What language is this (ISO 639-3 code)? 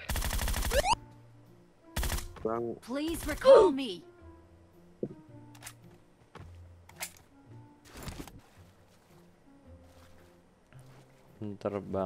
ind